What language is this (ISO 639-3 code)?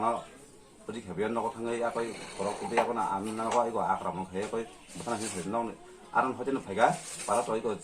trp